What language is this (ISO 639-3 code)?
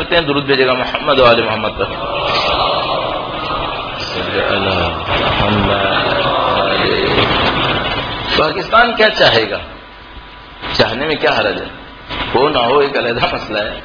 urd